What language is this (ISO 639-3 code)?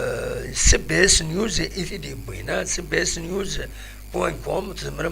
kab